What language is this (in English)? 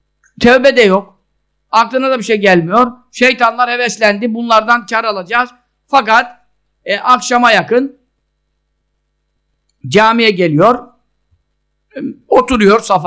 Turkish